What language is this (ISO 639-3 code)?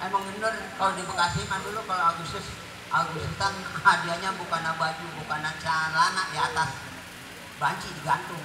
bew